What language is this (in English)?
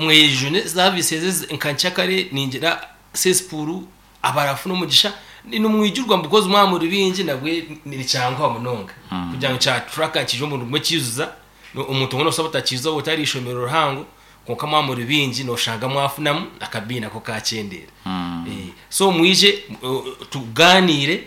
Nyankole